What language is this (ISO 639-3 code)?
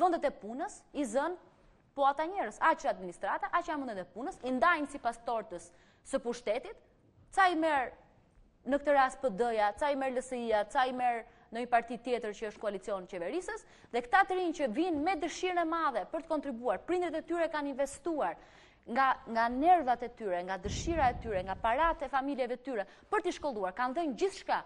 sqi